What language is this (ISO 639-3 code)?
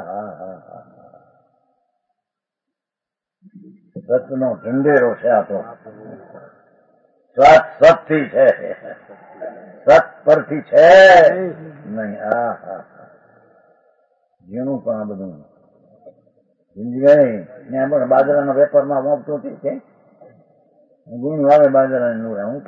guj